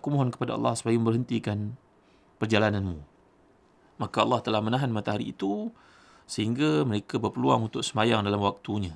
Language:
Malay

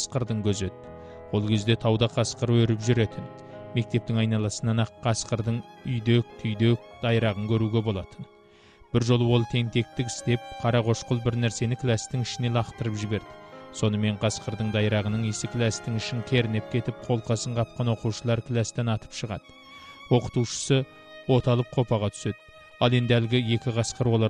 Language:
Kazakh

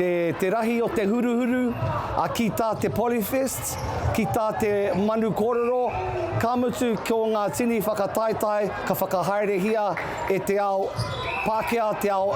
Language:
Māori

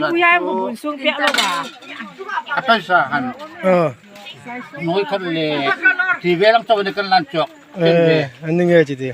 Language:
Hmar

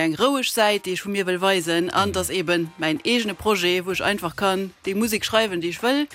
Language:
Luxembourgish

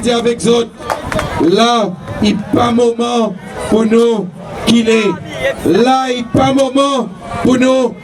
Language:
Seselwa Creole French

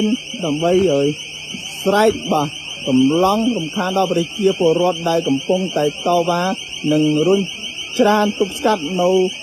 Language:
Khmer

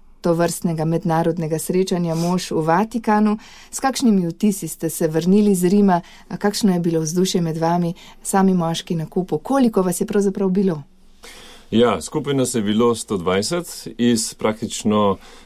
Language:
Slovenian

